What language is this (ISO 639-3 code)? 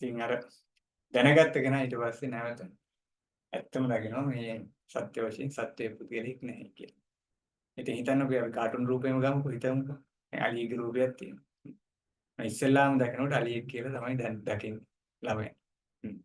sin